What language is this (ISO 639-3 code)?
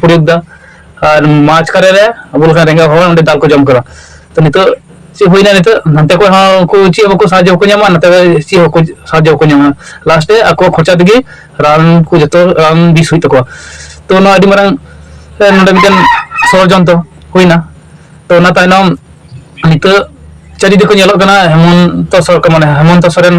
sat